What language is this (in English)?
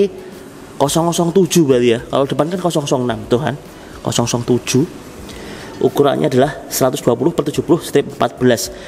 Indonesian